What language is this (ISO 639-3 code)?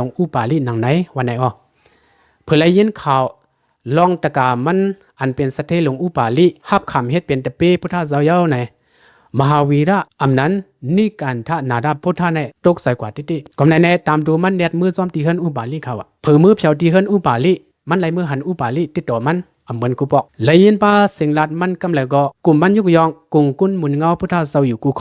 shn